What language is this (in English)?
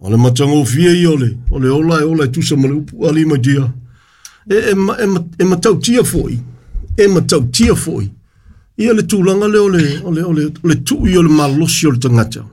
Samoan